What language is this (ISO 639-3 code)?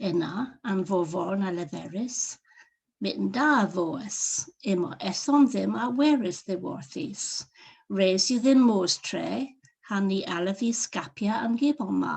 cor